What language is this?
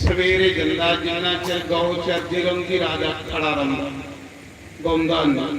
Dogri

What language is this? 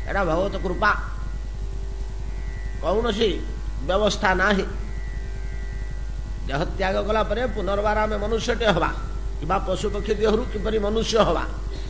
Odia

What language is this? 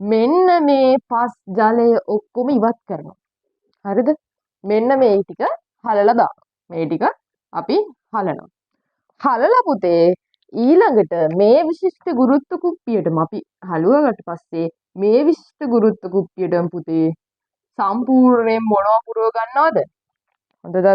Sinhala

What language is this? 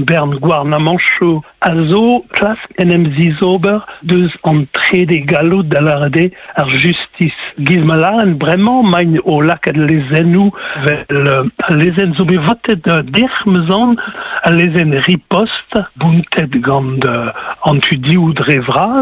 Breton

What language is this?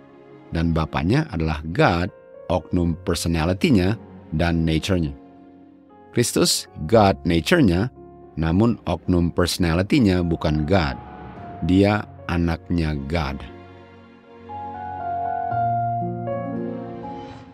Indonesian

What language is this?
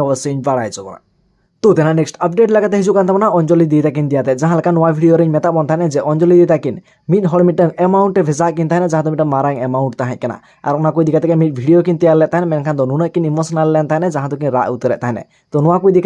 Santali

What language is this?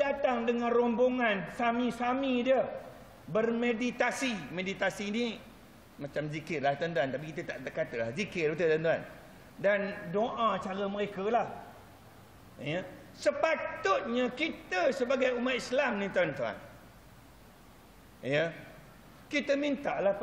Malay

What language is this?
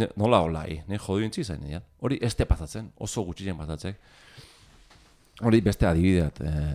Basque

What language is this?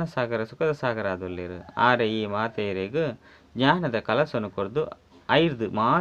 Tulu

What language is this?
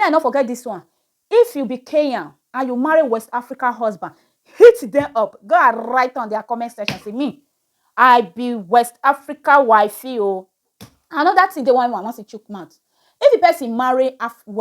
Nigerian Pidgin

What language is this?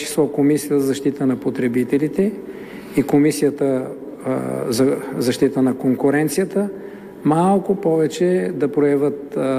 Bulgarian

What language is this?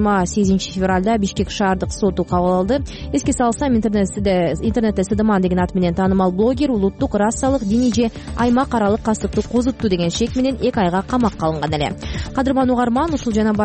Kyrgyz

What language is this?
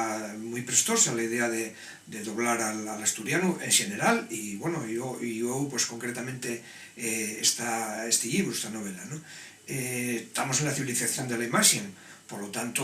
Asturian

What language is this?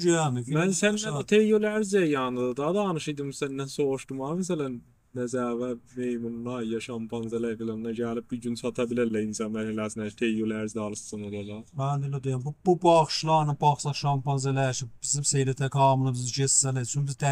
South Azerbaijani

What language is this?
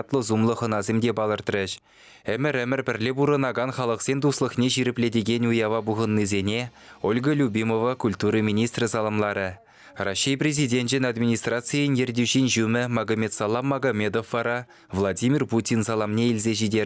Chuvash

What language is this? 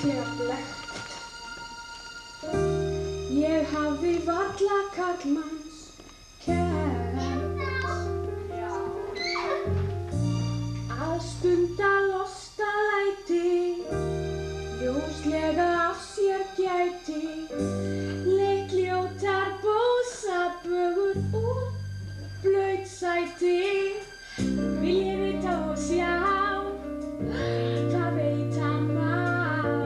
Icelandic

